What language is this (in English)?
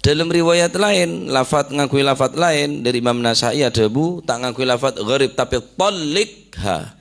Madurese